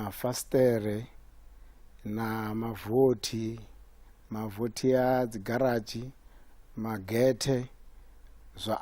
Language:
Venda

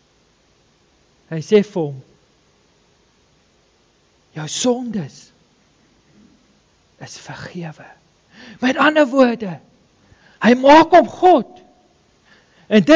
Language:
Afrikaans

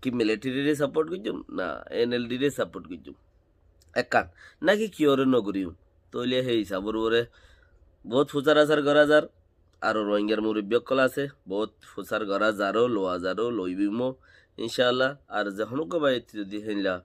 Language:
Rohingya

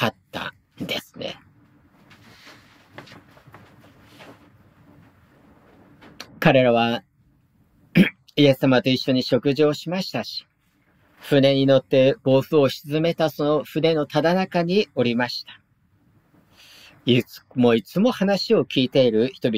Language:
Japanese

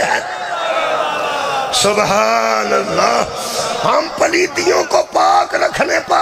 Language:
Urdu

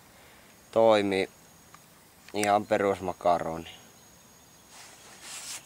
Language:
Finnish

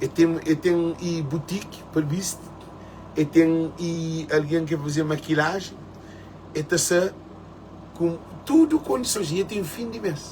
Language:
Kabuverdianu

